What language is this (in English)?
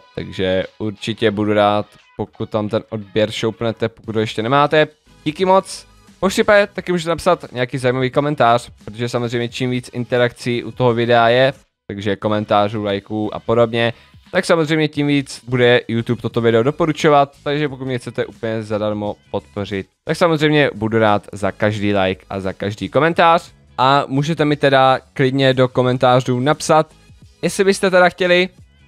Czech